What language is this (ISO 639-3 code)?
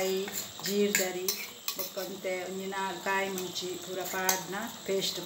tcy